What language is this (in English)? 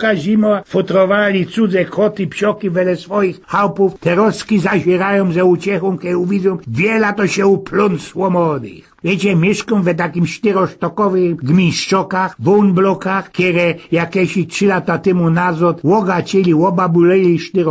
Silesian